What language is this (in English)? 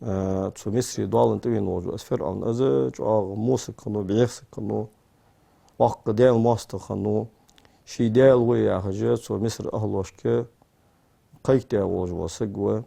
Ingush